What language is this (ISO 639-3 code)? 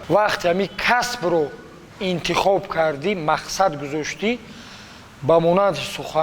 tgk